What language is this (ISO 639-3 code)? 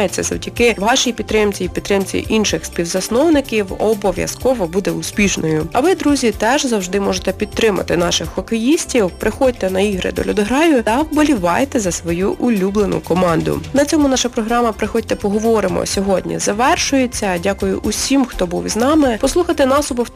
ukr